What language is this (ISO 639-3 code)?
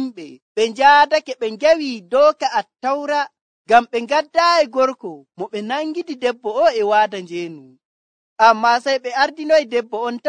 fuv